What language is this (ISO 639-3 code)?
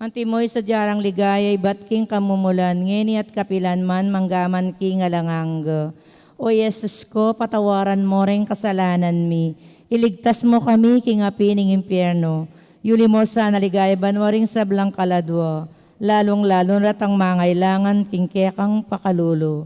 pam